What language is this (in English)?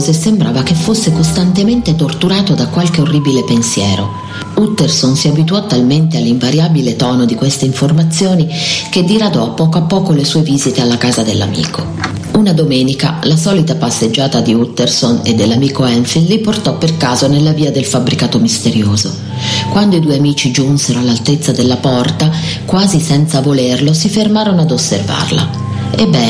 Italian